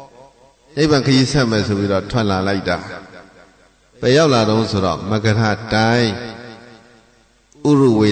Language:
Burmese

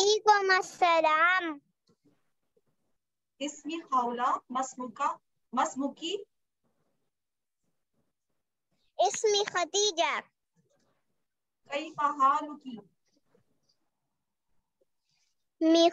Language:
Urdu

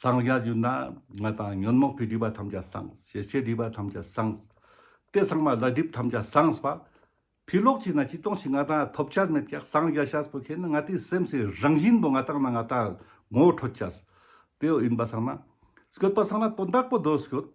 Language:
Ladakhi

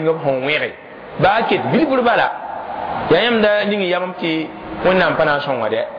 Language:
Mossi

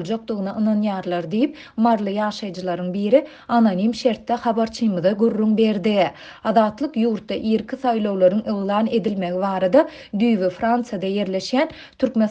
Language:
Turkmen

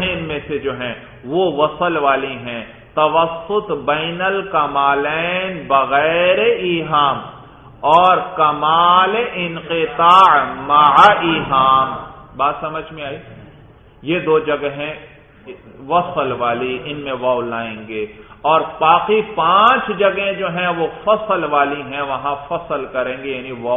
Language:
Urdu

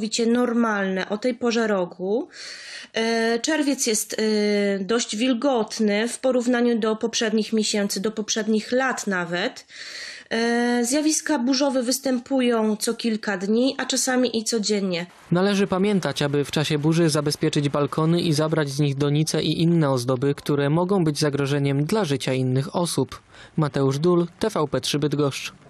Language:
Polish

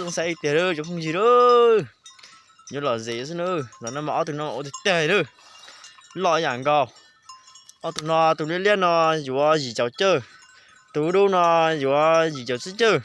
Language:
Hmong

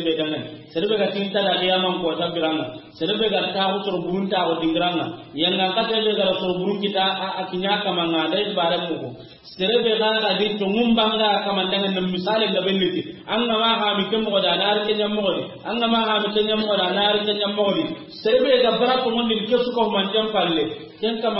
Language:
Soninke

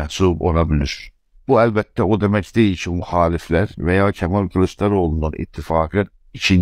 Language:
South Azerbaijani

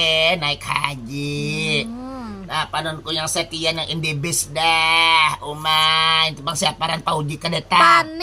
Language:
Banjar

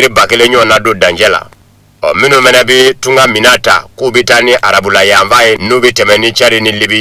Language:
Bambara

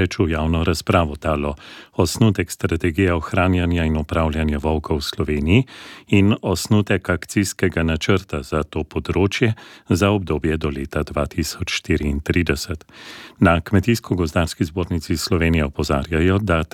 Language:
Slovenian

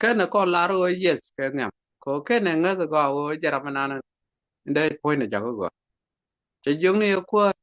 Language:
Nuer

